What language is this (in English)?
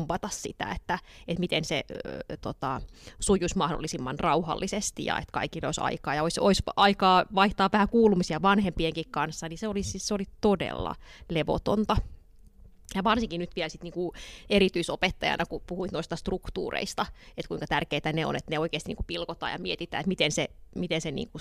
Finnish